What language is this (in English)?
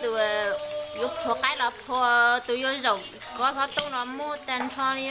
Hmong